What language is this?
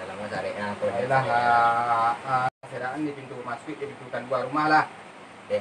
Minangkabau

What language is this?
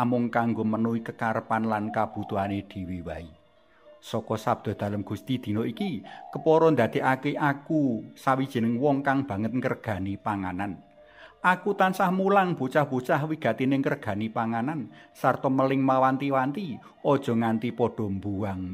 Javanese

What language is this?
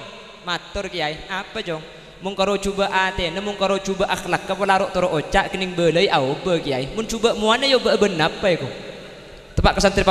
Madurese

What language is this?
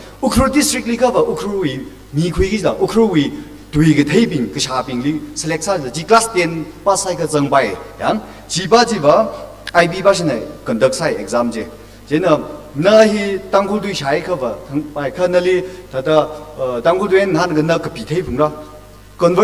Tangkhul Naga (India)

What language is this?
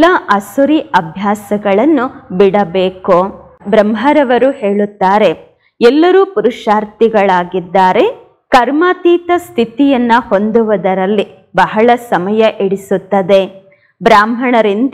Kannada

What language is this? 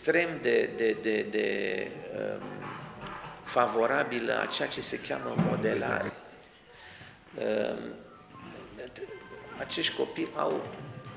Romanian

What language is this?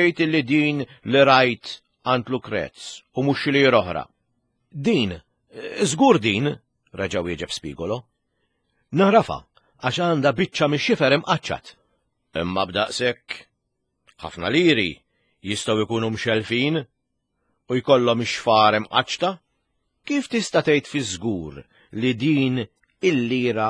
Maltese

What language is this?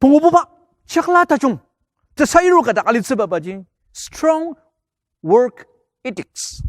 Ao Naga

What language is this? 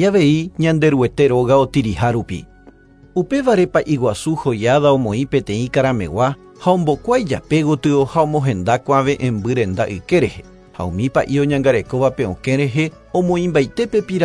Guarani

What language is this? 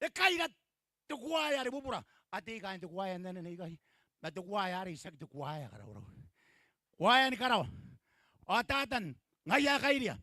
Gilbertese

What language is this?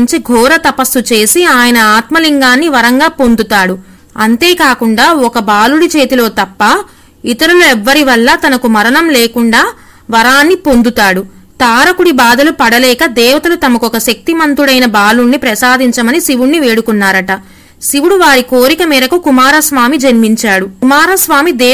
Telugu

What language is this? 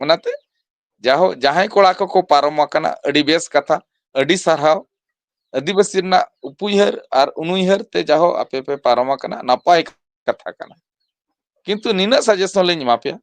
Santali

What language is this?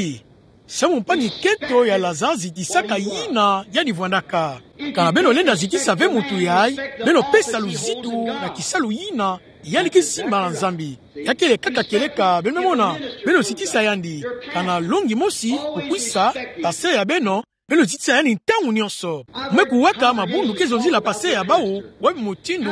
Kituba (Democratic Republic of Congo)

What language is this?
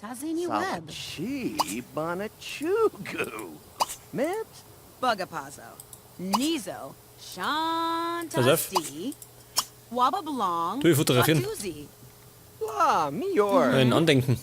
Bavarian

